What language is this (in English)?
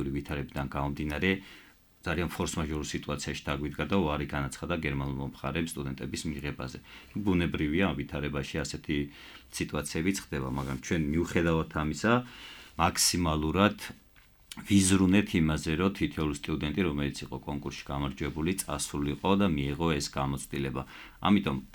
Georgian